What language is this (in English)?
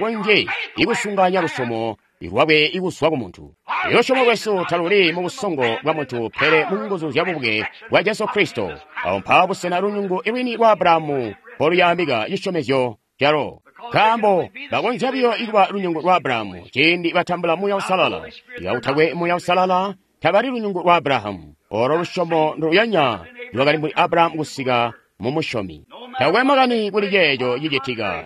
Tonga (Zambia)